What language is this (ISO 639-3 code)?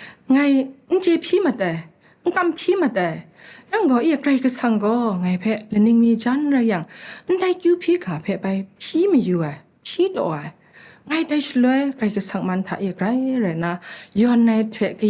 kac